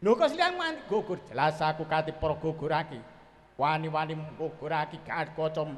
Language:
Javanese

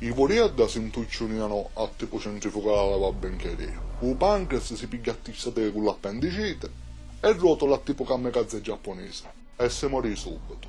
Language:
Sicilian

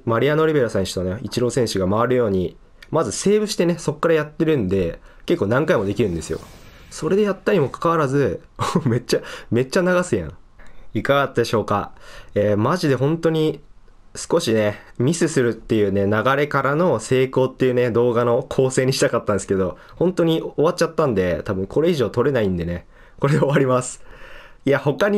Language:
Japanese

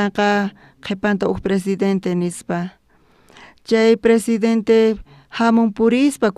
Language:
South Bolivian Quechua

